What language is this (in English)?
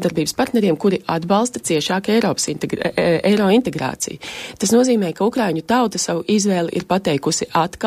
Latvian